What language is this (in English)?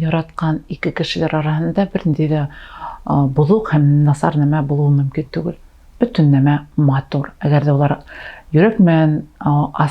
Bashkir